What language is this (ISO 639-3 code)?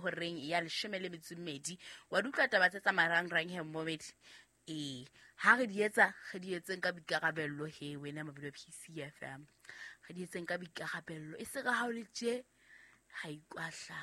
sot